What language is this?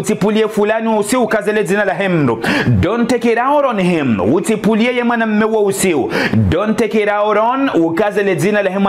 Ngazidja Comorian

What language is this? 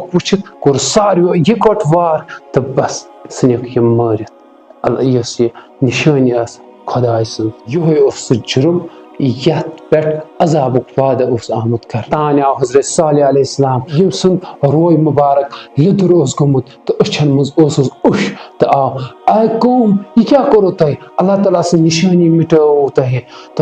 Kashmiri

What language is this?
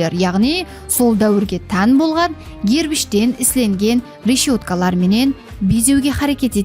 Kara-Kalpak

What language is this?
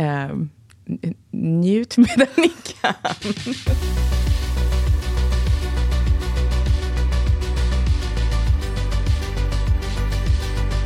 Swedish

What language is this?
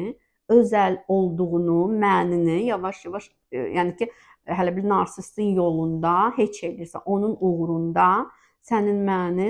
Azerbaijani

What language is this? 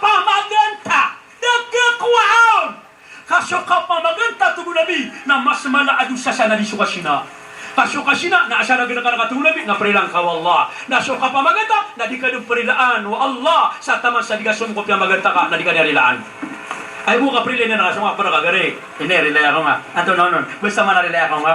Maranao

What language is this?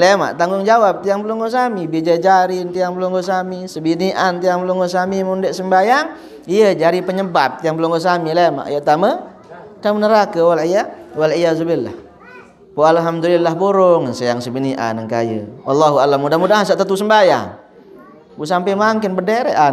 Sasak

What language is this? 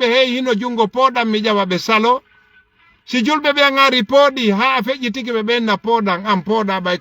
Fula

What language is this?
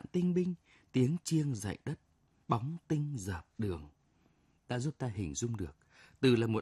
Vietnamese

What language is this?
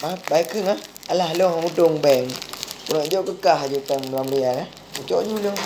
Achinese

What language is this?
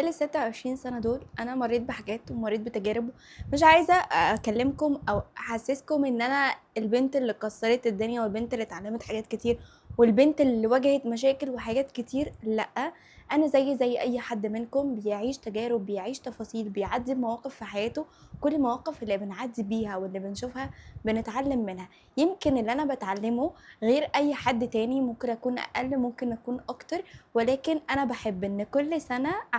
Egyptian Arabic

